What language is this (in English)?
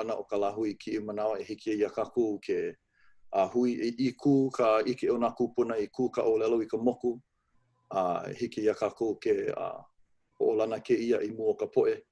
Hawaiian